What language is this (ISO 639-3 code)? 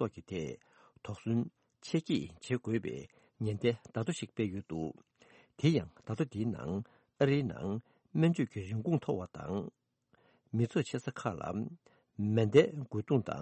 bod